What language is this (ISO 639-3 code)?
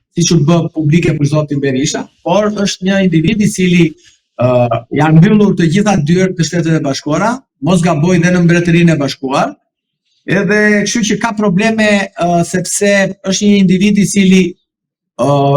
sqi